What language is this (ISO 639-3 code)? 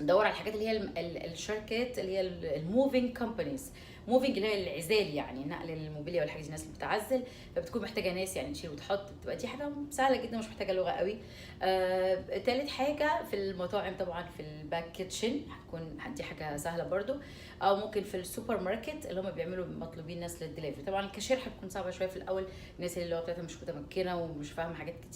arz